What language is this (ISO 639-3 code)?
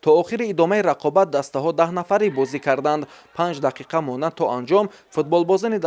tgk